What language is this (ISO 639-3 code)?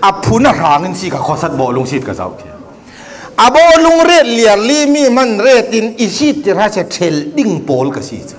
cfm